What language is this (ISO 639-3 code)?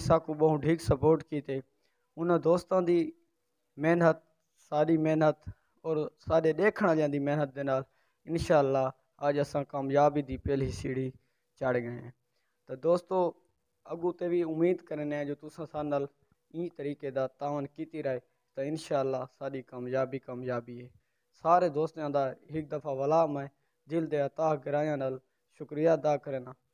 skr